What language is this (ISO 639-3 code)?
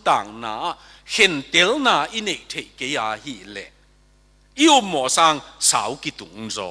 ctd